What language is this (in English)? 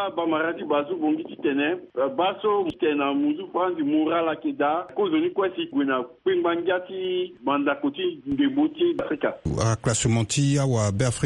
Sango